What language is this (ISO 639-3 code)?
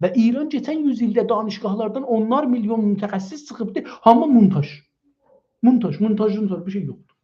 azb